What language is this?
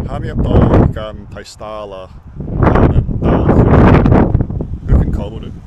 Scottish Gaelic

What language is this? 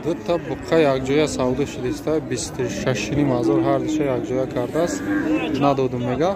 Tajik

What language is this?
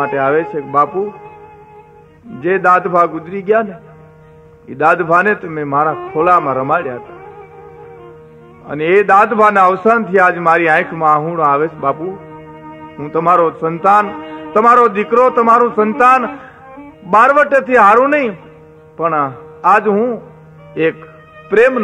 Gujarati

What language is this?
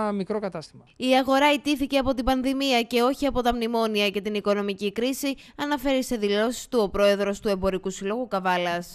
Greek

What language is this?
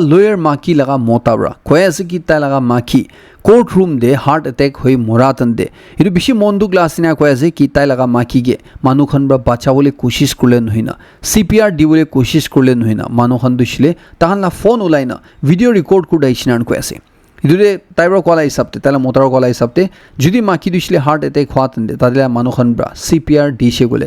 Naga Pidgin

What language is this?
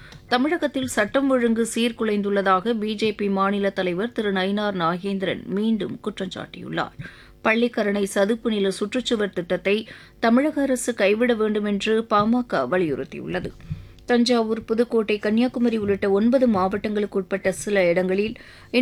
Tamil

